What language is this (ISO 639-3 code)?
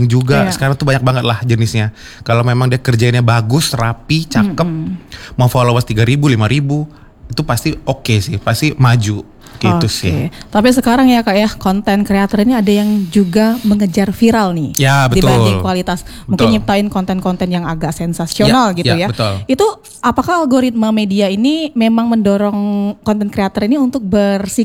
ind